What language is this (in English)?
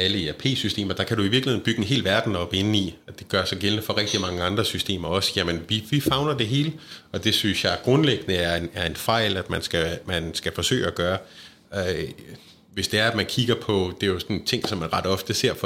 Danish